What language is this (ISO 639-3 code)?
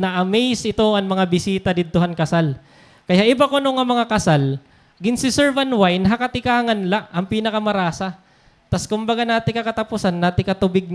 war